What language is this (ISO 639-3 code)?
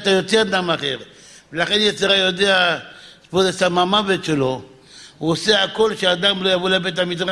heb